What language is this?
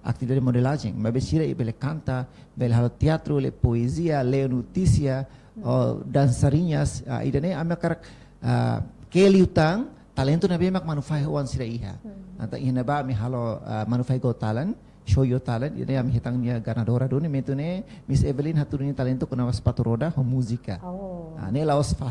Tetum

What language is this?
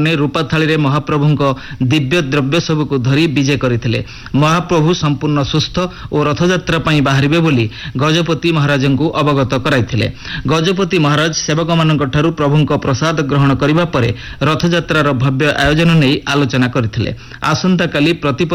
Odia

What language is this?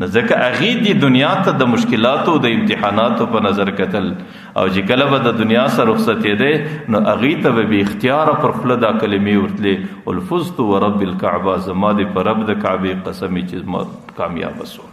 Pashto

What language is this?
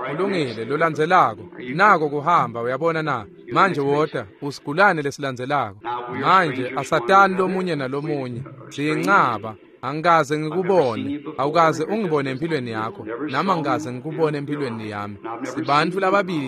Swati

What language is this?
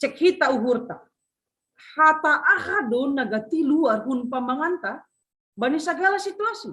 Batak Simalungun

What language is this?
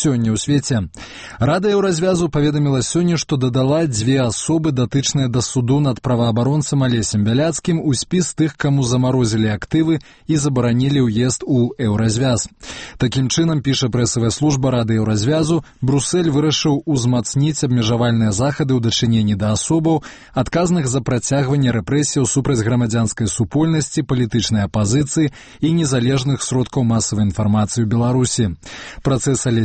Belarusian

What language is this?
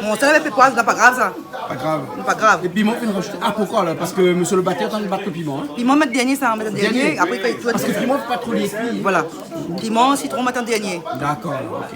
Réunion Creole French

